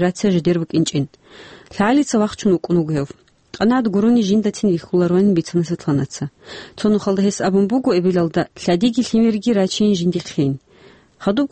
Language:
Avaric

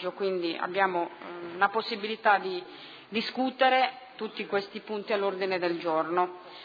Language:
Italian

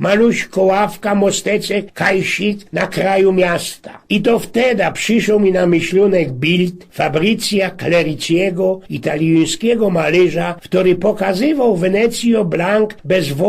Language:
Silesian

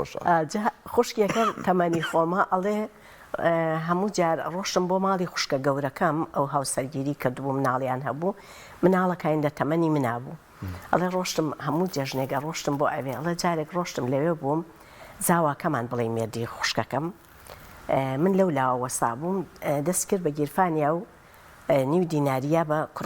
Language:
Central Kurdish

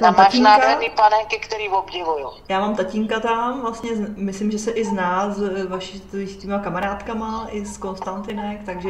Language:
Czech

